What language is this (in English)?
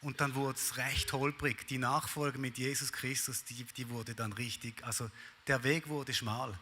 Swiss German